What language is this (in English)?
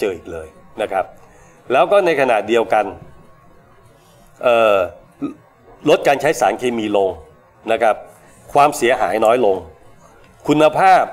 Thai